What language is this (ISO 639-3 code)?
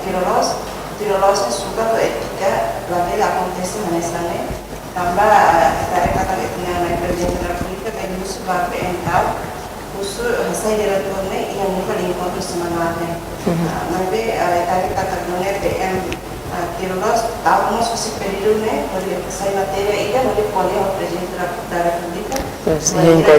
tet